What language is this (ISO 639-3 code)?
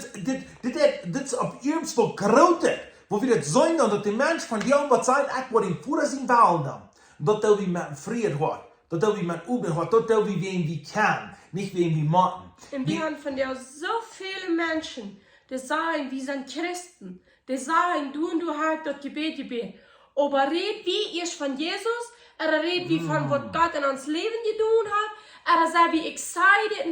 pdt